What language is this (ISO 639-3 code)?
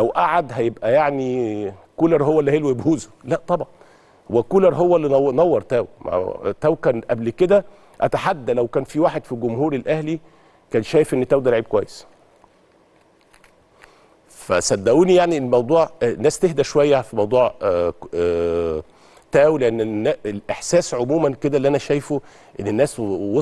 arz